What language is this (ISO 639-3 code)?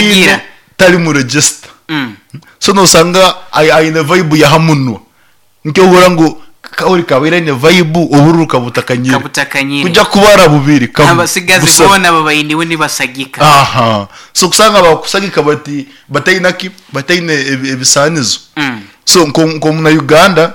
nyn